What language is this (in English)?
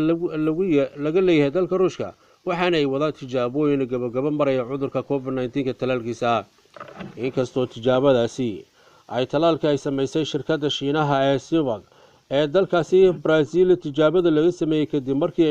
Somali